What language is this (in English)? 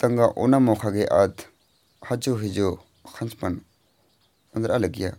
Kurukh